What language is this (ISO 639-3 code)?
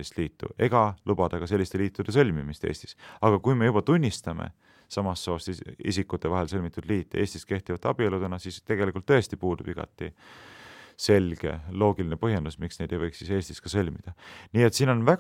est